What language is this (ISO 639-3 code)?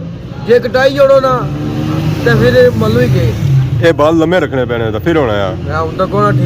phr